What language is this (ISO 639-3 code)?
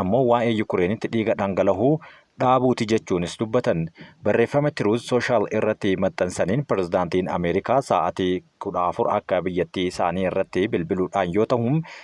orm